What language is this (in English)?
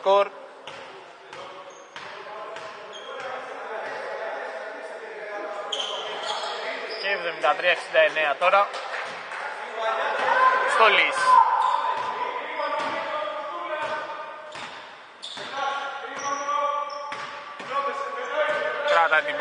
Greek